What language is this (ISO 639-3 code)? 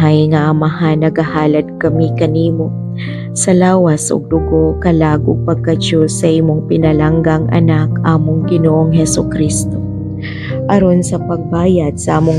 ceb